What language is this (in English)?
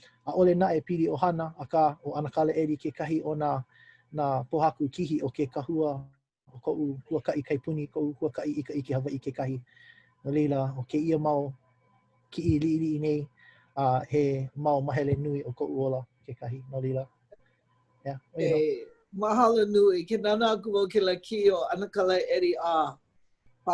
Hawaiian